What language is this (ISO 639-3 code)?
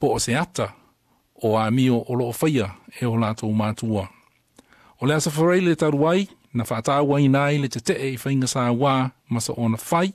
smo